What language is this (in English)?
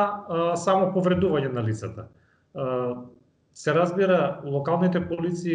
Macedonian